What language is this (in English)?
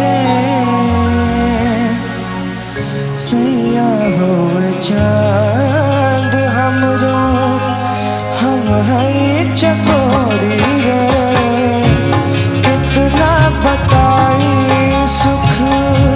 Bhojpuri